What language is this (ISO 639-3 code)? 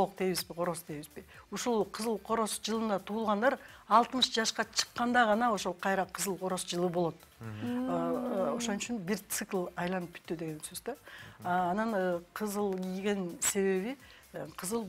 kir